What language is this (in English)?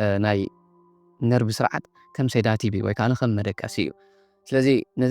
Tigrinya